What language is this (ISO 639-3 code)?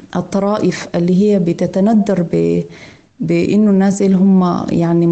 apd